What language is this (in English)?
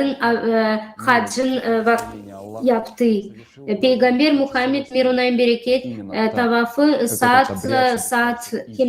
Gagauz